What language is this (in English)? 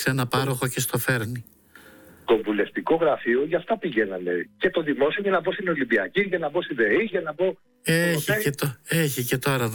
Greek